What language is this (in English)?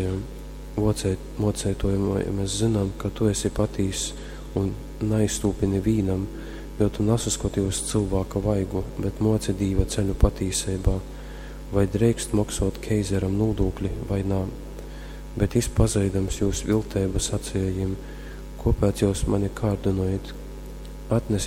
Latgalian